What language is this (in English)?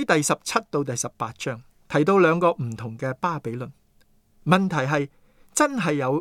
Cantonese